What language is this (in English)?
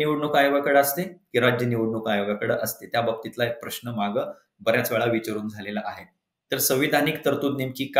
Marathi